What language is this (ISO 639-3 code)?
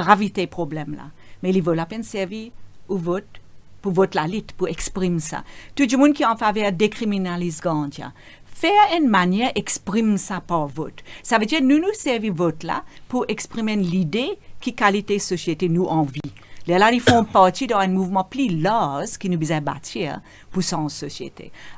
mfe